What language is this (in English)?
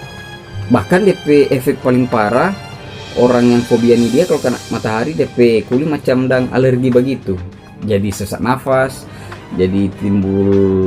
Manado Malay